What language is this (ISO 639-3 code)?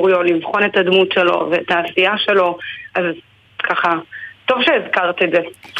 heb